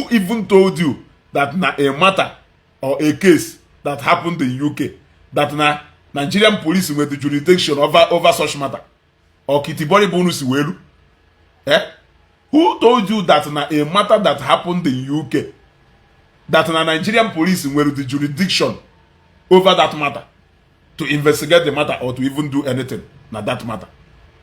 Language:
Igbo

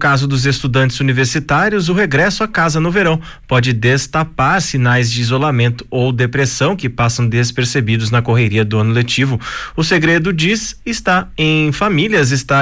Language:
Portuguese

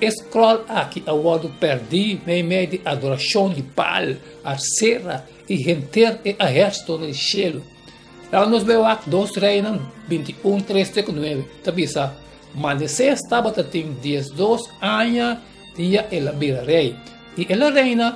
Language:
Papiamento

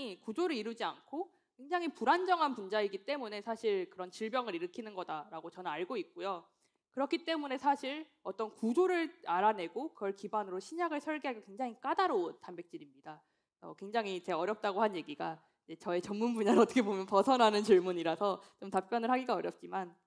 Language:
Korean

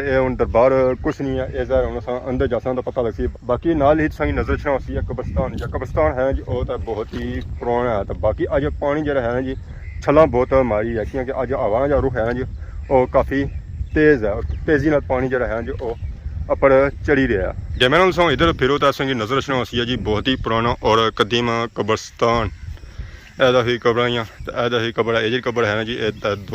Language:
Pahari-Potwari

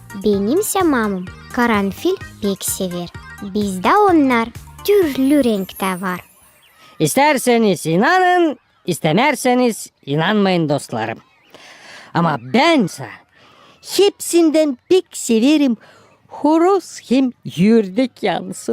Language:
Gagauz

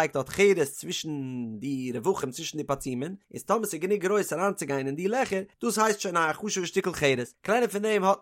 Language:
Yiddish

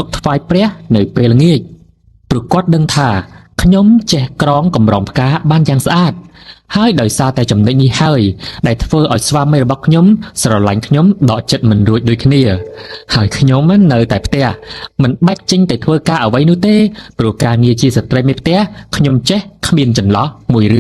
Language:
Khmer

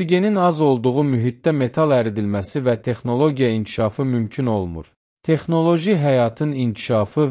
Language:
Azerbaijani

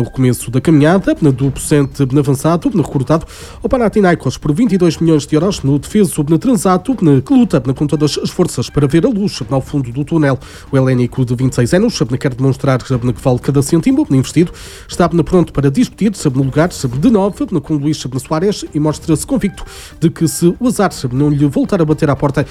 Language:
Portuguese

